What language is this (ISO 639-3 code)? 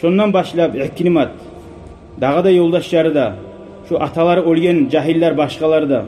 kum